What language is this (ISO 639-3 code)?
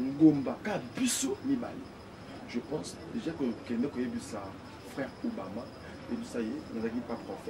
lin